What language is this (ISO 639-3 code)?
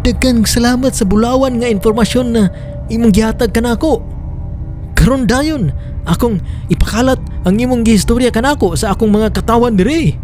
ceb